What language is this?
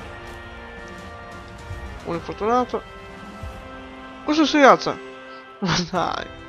Italian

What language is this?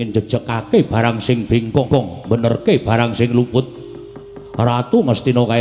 Javanese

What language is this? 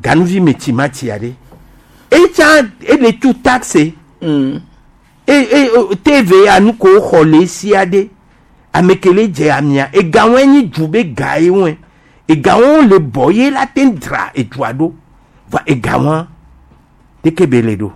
Gen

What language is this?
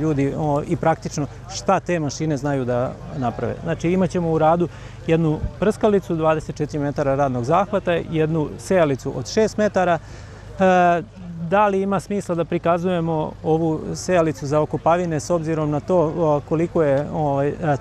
Serbian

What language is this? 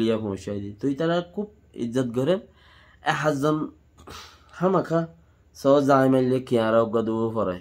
Rohingya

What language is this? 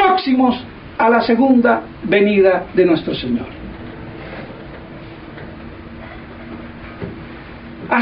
Spanish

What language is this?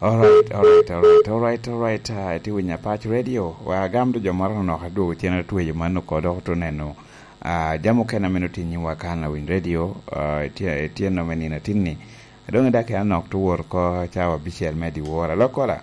Lango (Uganda)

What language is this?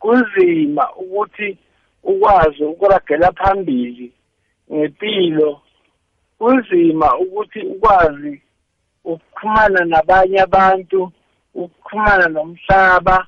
South Ndebele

